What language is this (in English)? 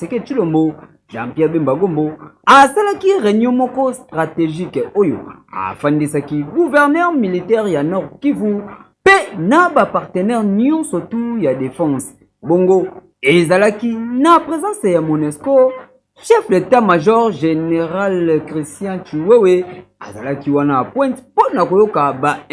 Lingala